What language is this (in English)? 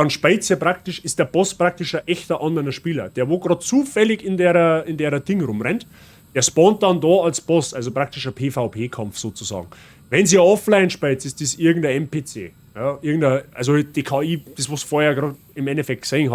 Bavarian